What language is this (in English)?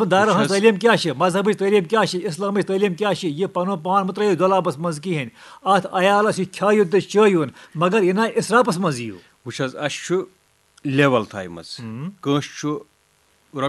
Kashmiri